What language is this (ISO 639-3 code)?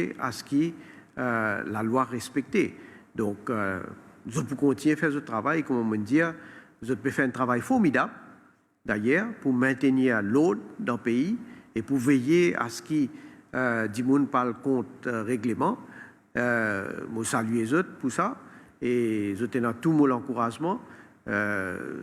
mfe